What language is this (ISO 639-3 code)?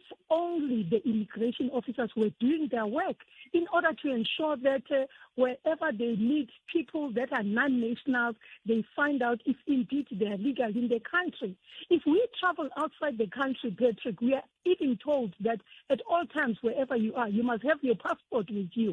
tso